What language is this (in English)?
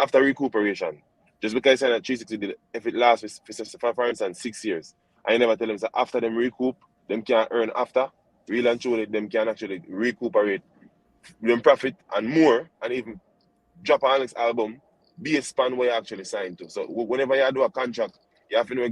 Jamaican Creole English